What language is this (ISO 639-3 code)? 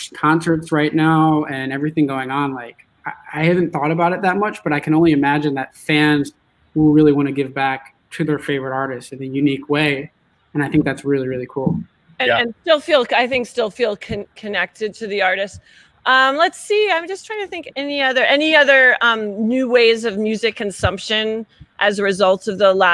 eng